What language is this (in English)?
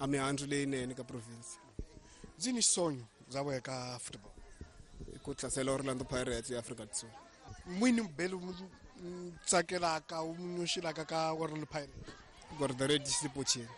Tsonga